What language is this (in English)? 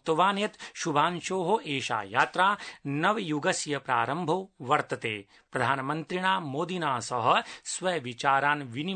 Sanskrit